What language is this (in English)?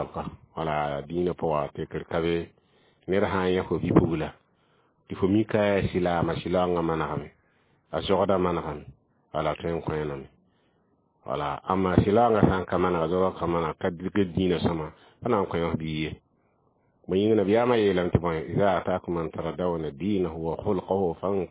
Mossi